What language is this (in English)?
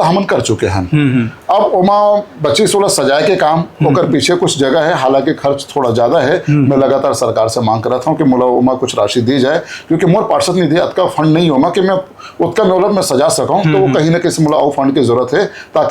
Chhattisgarhi